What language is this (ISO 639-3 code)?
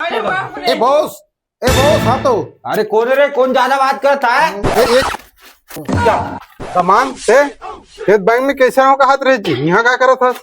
hne